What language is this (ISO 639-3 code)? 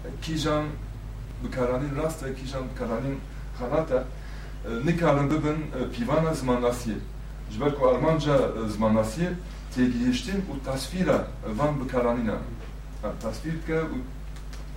kur